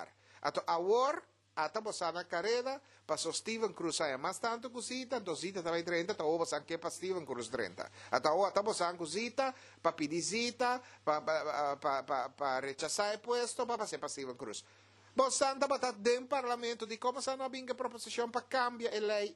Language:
Papiamento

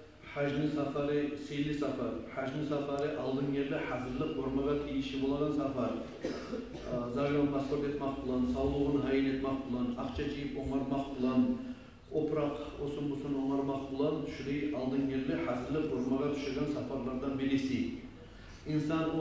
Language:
Kumyk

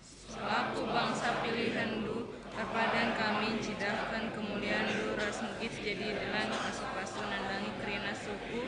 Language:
Batak Karo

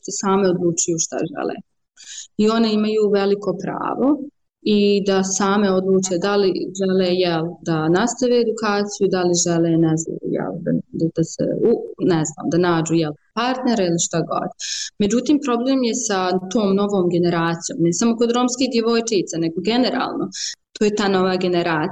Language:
Bosnian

